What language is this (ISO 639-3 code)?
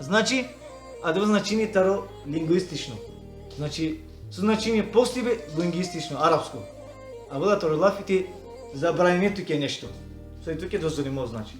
rmn